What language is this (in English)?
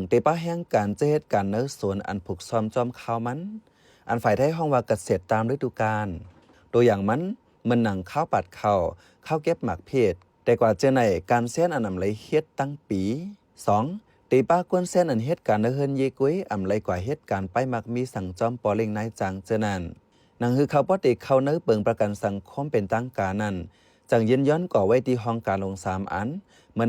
Shan